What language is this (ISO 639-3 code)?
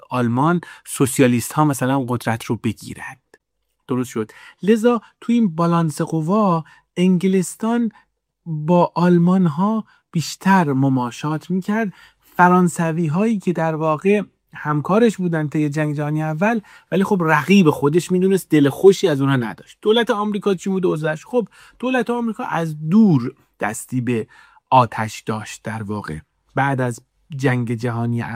fas